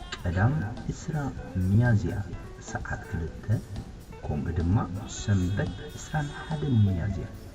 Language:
Tigrinya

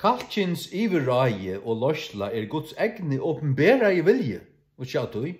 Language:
Faroese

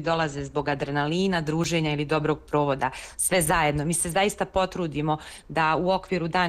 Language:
Serbian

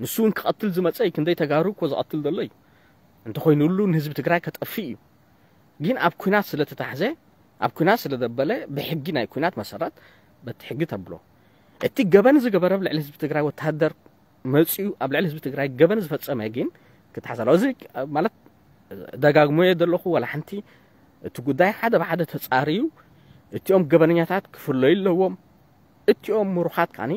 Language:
Tigrinya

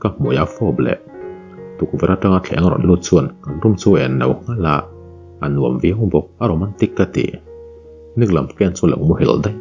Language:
Mizo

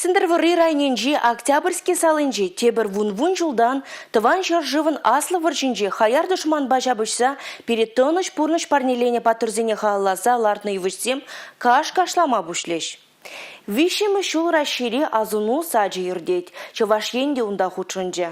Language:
Chuvash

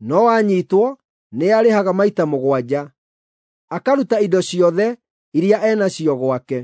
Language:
Kikuyu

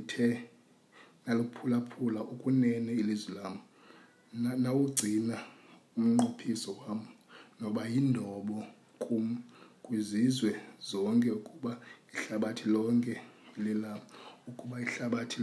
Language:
Xhosa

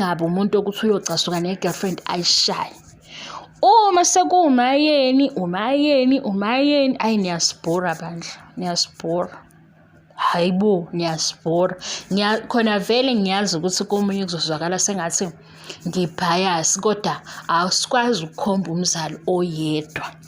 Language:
Zulu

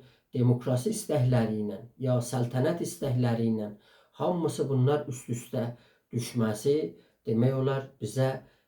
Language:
South Azerbaijani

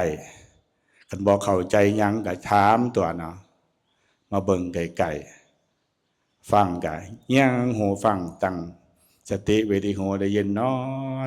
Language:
Northeastern Thai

